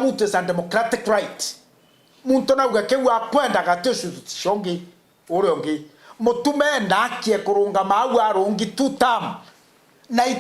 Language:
Meru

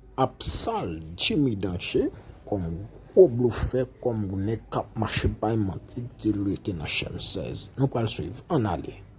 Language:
Haitian Creole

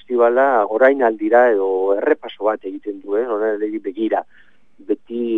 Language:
Basque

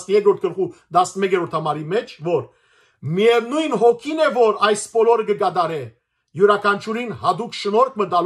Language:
Western Armenian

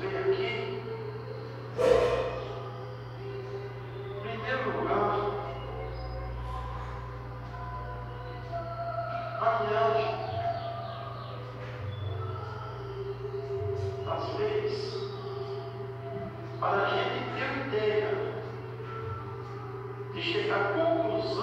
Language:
Portuguese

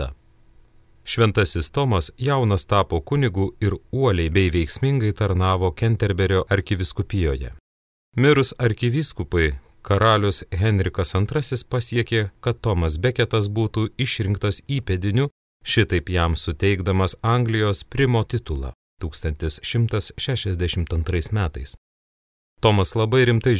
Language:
Lithuanian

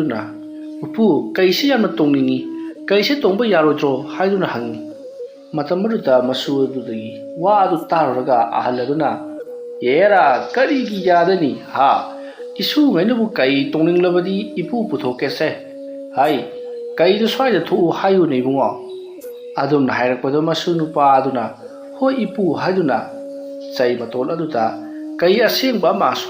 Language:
Manipuri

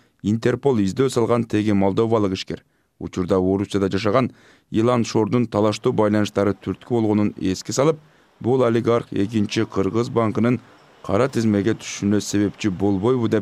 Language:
Kyrgyz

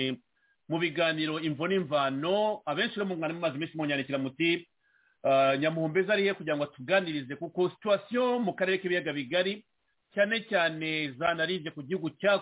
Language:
Kinyarwanda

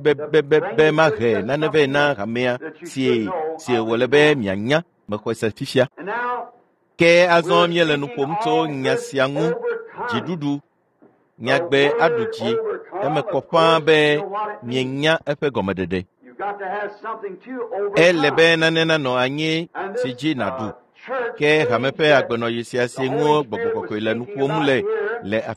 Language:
Ewe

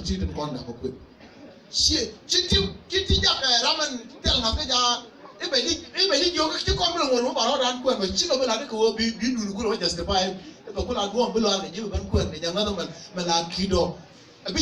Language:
Nuer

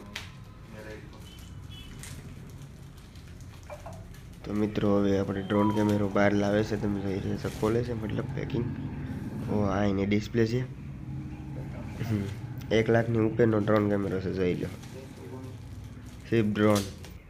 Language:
Gujarati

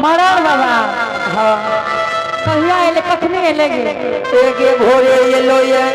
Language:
Angika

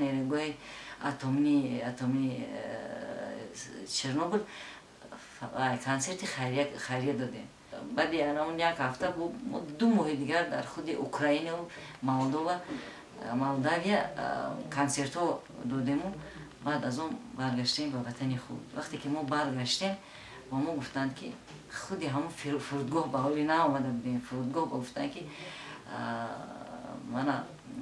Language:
Tajik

